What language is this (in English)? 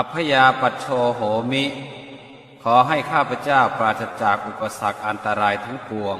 Pali